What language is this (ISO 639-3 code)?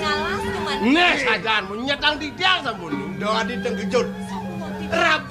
ban